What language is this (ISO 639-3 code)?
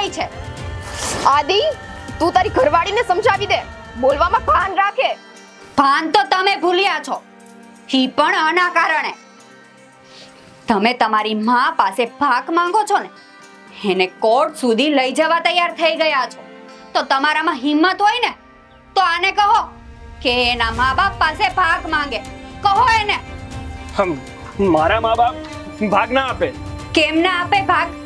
guj